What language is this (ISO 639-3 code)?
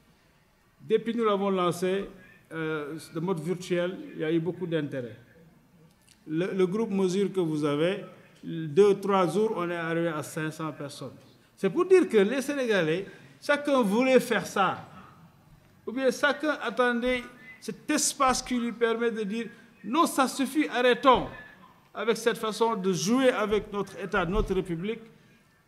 fra